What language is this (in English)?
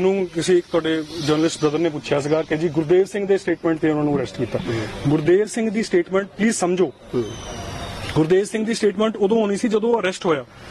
Punjabi